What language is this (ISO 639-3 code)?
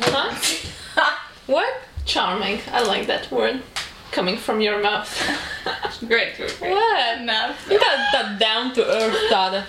lav